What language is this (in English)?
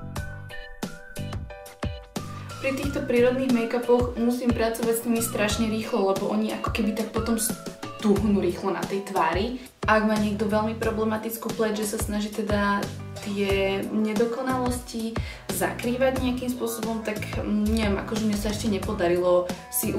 Slovak